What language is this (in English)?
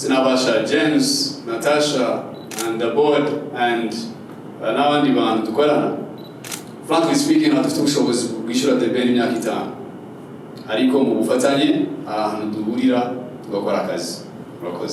Kinyarwanda